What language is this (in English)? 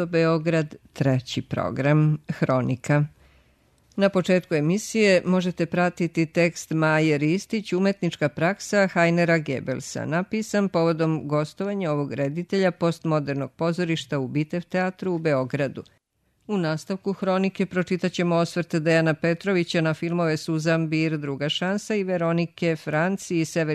Serbian